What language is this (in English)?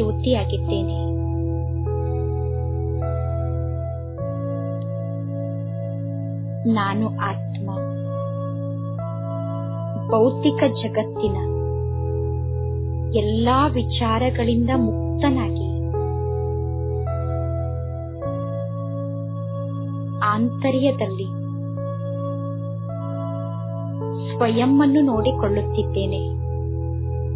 Kannada